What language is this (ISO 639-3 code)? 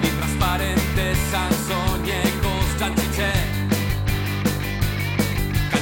eus